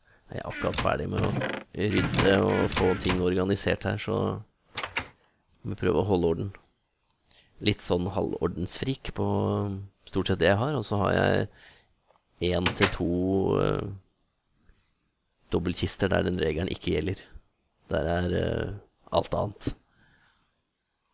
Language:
Norwegian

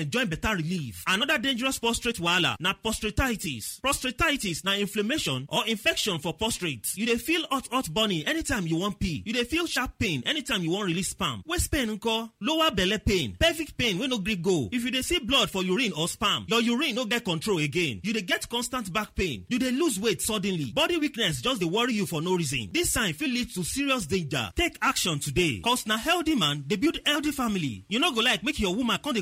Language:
Nigerian Pidgin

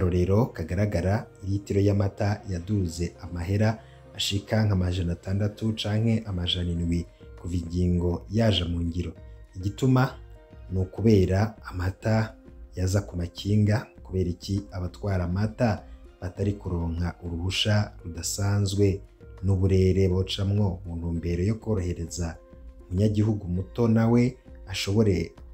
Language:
Rundi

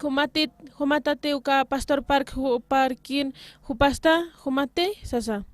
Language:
Aymara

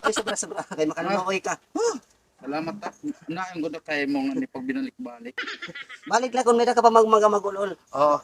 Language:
Waray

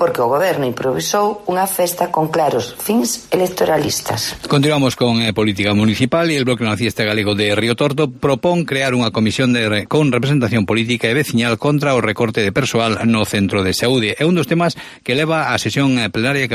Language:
Galician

